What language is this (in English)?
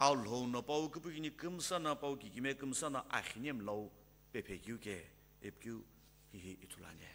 Sumi Naga